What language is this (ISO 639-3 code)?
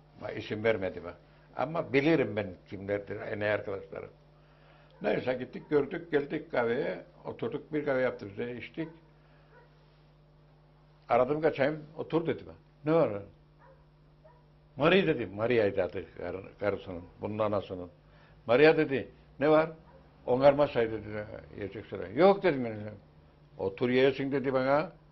tur